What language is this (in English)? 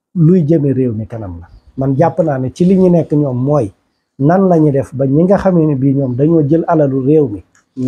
Wolof